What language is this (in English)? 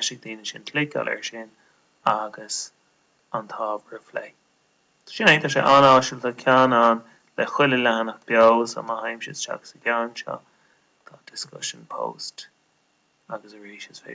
Irish